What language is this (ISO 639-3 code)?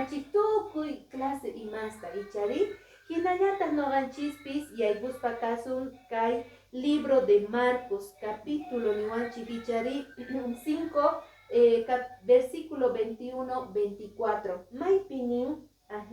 que